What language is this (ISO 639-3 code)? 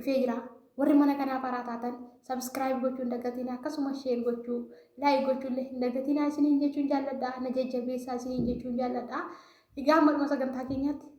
orm